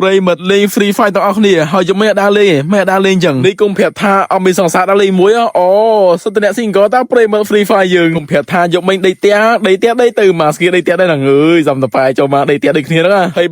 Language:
Khmer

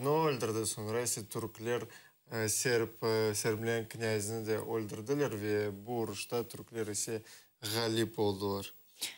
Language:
Crimean Tatar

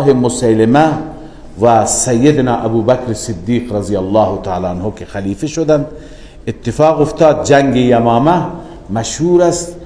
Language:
Persian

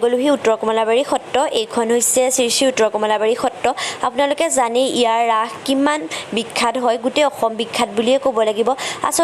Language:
Assamese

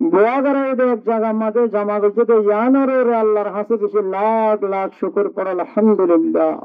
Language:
Rohingya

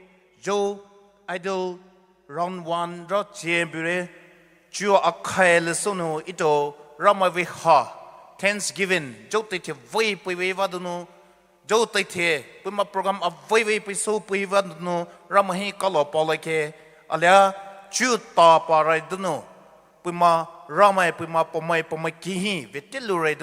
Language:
Poumei Naga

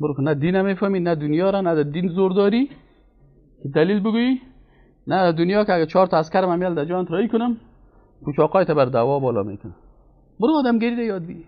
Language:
Persian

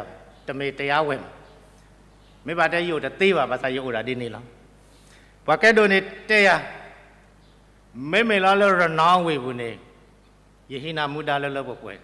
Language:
S'gaw Karen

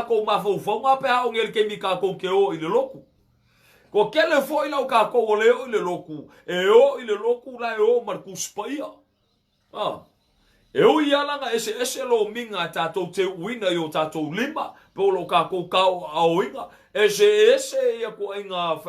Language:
Samoan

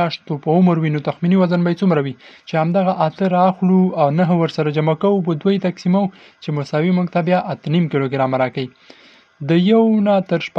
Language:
Pashto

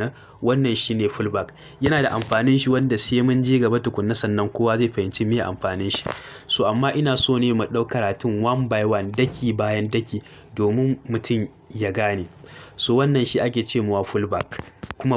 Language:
Hausa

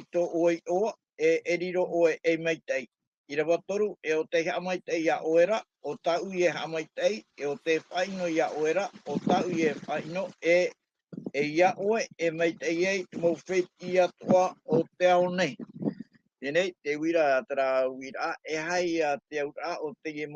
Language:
Tahitian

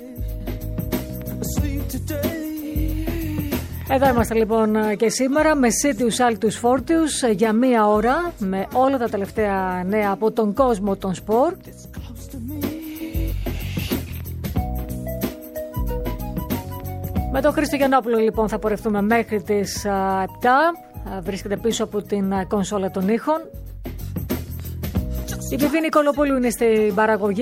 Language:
Greek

